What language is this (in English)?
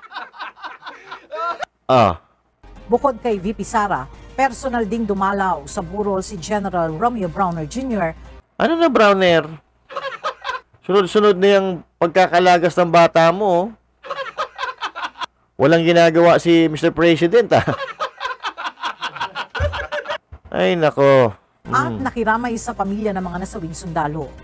Filipino